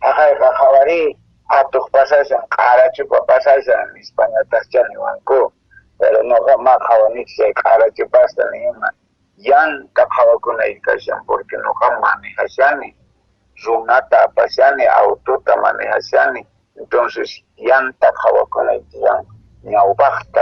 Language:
Quechua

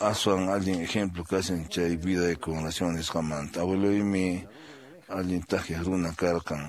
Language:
Quechua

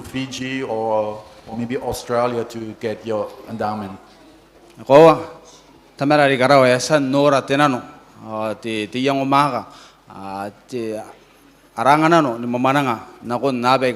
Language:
Gilbertese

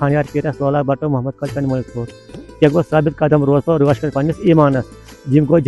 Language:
Kashmiri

